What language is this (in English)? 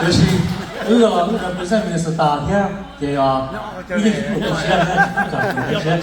Hmong